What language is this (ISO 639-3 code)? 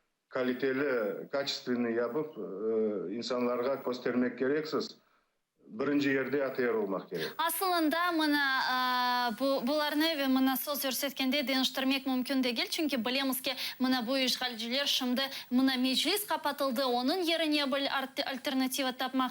crh